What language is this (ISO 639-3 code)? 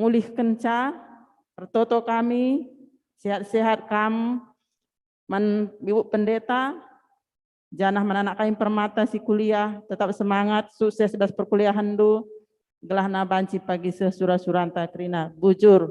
btx